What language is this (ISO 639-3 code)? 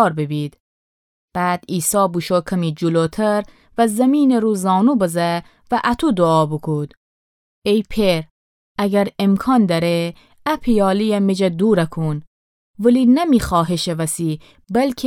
glk